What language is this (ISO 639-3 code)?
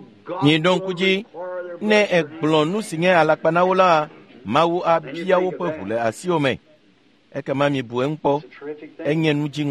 ewe